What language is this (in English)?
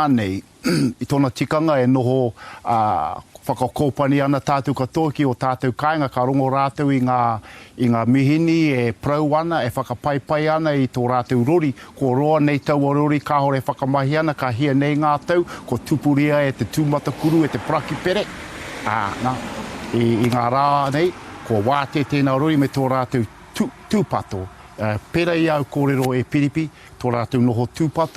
Māori